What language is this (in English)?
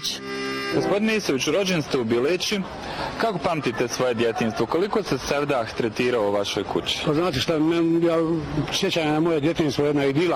Bosnian